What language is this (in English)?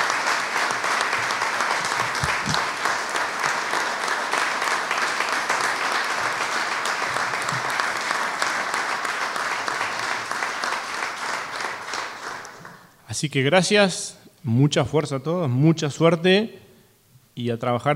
Spanish